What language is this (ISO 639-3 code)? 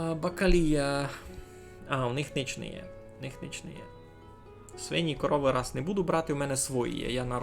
rue